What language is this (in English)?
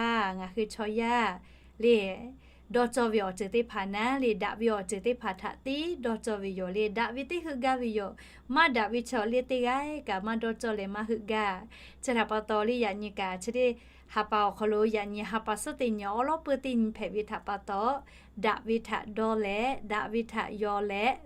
Lahu